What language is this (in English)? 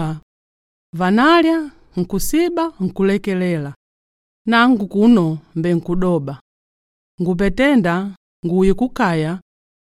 Makonde